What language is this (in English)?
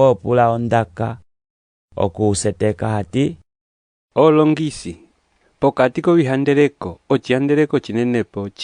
Umbundu